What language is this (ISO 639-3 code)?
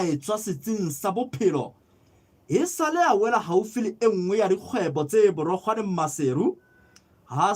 sot